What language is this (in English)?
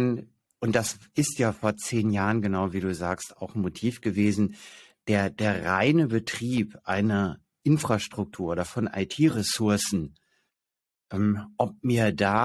German